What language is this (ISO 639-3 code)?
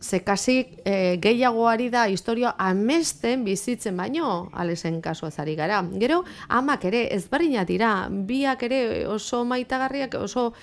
eus